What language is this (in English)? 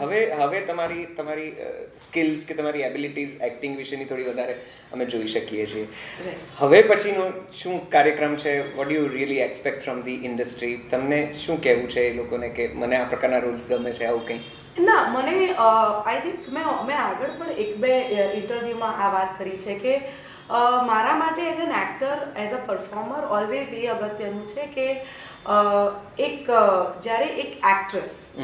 Gujarati